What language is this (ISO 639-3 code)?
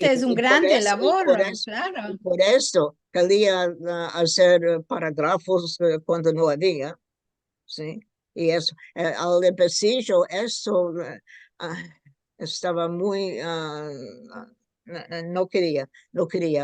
lad